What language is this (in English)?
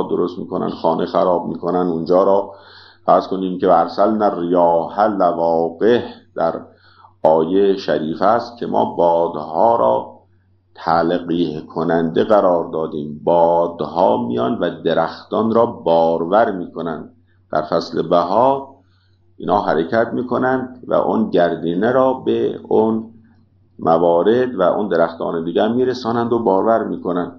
Persian